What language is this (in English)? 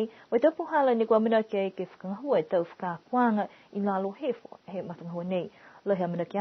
Niuean